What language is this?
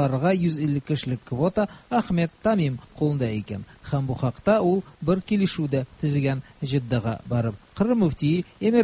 Tatar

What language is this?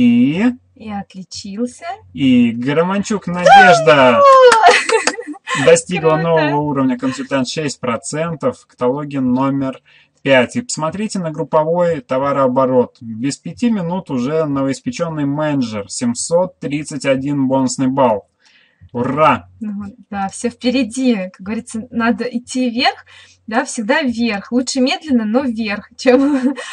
Russian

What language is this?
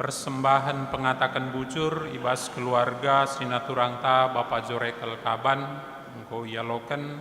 Batak Karo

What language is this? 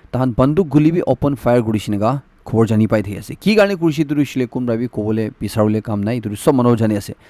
Naga Pidgin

